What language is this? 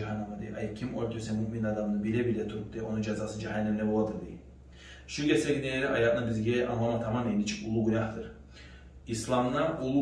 Kumyk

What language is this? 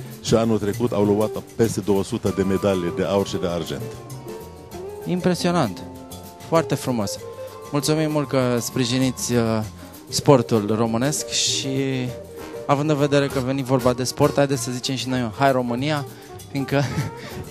Romanian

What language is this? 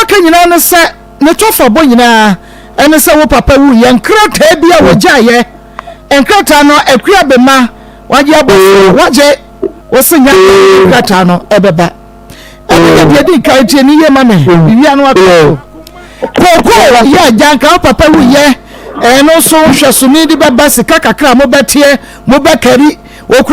Akan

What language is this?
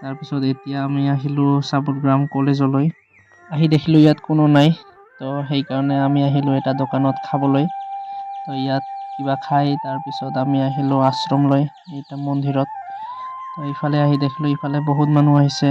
Assamese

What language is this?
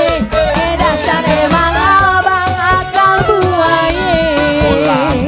Betawi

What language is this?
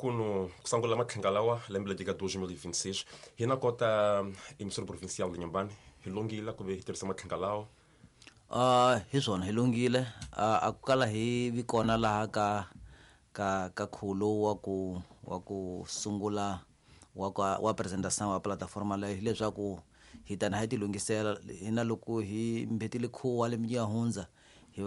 Tsonga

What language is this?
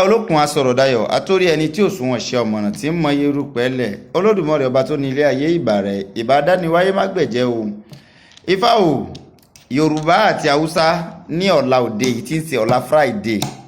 Yoruba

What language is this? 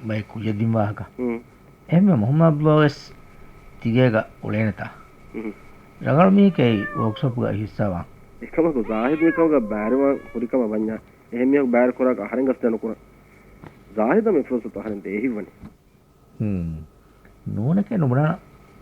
Divehi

